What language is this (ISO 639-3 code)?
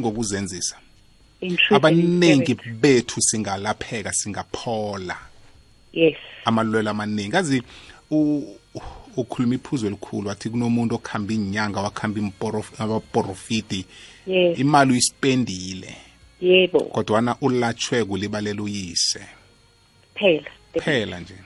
nbl